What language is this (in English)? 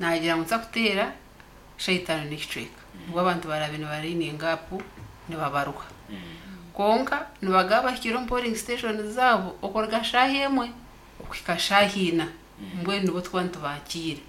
Nyankole